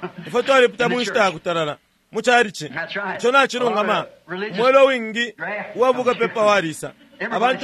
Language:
Bemba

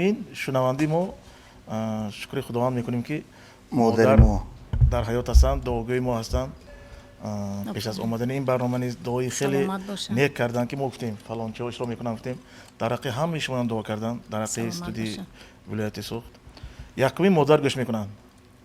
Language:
Tajik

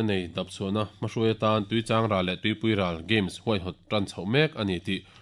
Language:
Mizo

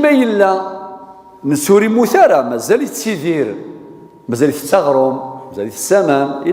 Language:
Kabyle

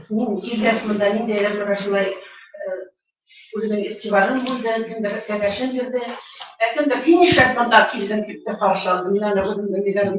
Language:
Bashkir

